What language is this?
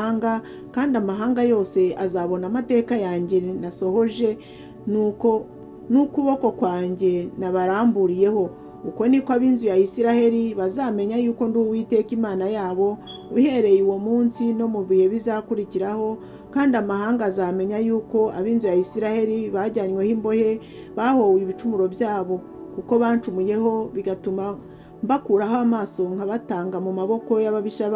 Kinyarwanda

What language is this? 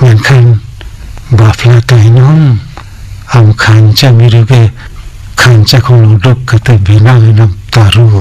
Santali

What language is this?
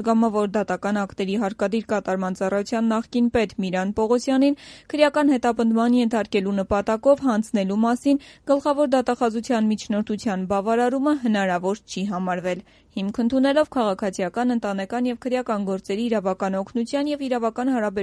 Armenian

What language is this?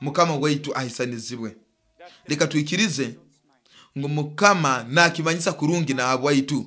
Nyoro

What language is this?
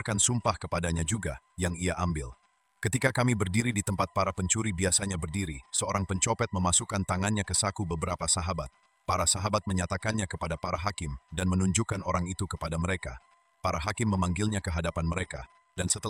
Indonesian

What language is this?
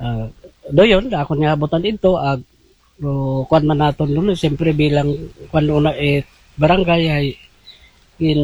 Aklanon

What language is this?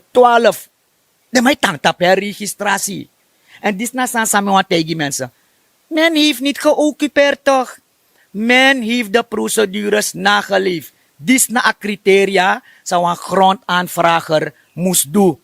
Sranan Tongo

